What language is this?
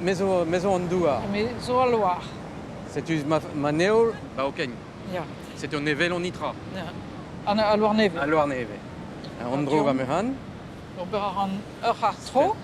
Breton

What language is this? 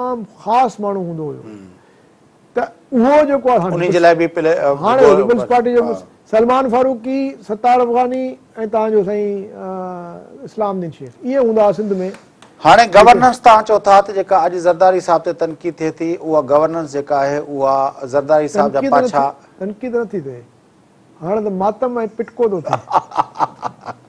Sindhi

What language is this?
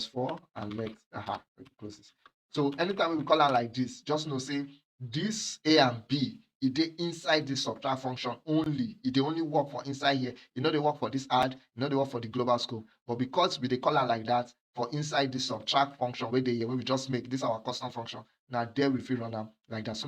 Nigerian Pidgin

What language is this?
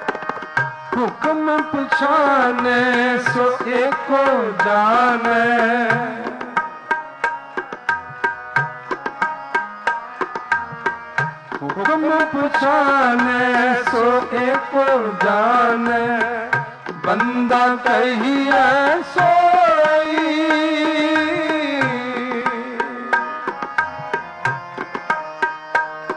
Punjabi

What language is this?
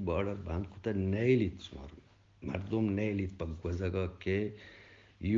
Eastern Balochi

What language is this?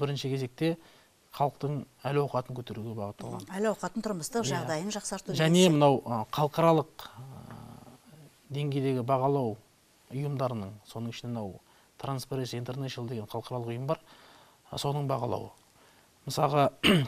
Kazakh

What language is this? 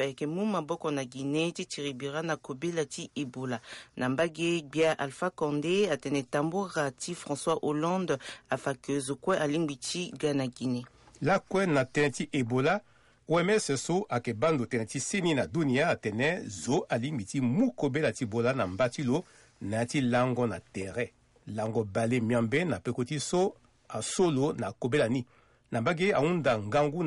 Sango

